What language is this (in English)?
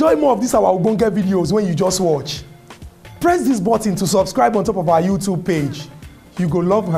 Nigerian Pidgin